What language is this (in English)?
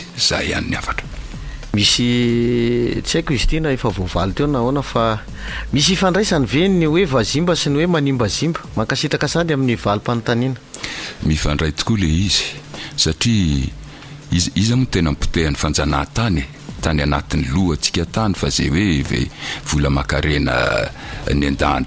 Malagasy